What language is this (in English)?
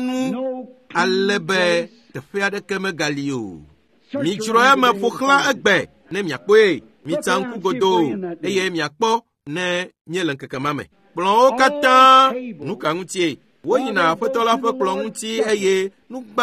Ewe